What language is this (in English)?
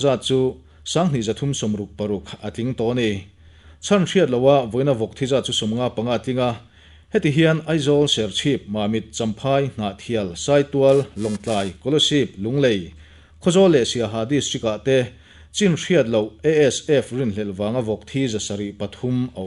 Mizo